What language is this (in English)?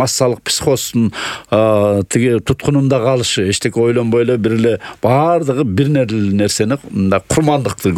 Kyrgyz